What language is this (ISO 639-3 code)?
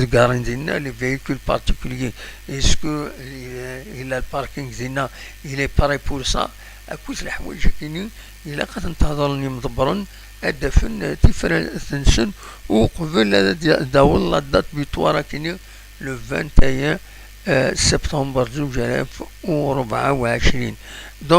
kab